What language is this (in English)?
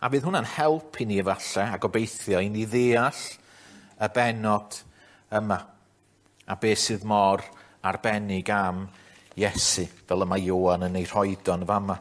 Welsh